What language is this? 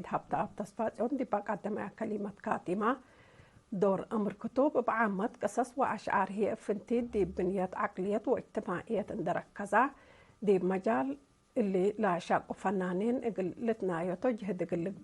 Tigre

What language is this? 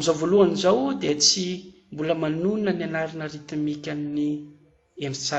Malagasy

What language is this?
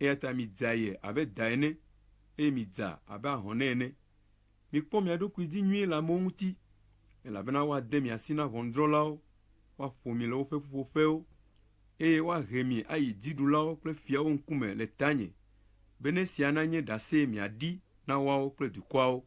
Ewe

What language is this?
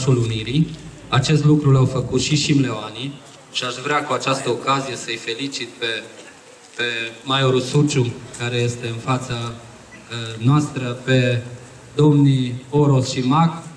Romanian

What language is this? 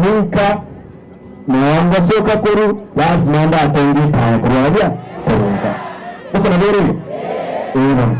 Gusii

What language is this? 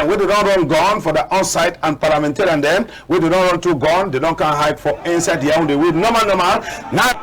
Cameroon Pidgin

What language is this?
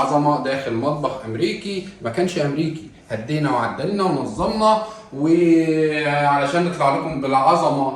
Egyptian Arabic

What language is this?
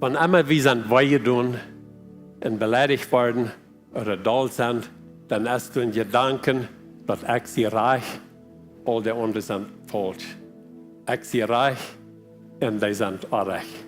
Plautdietsch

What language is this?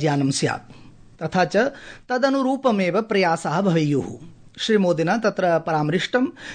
Sanskrit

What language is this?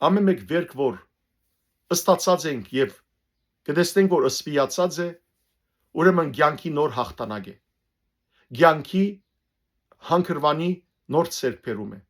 Western Armenian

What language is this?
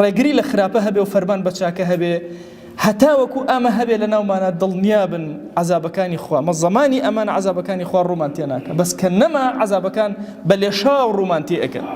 Central Kurdish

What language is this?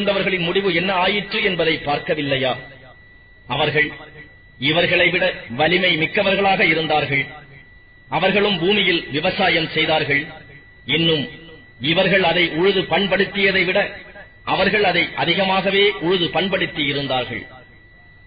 Tamil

